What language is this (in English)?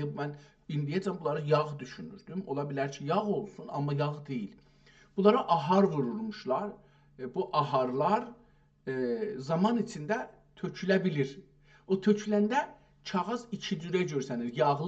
South Azerbaijani